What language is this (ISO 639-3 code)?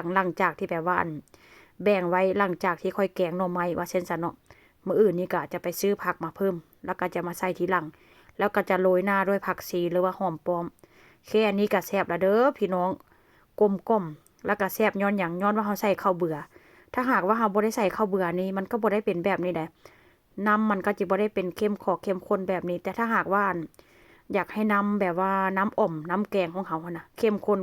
lao